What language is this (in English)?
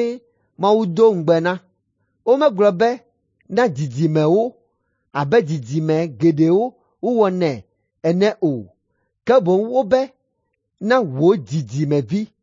Ewe